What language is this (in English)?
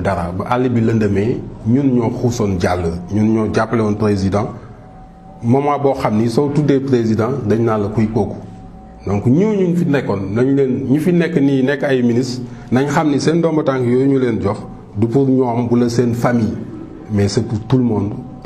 Wolof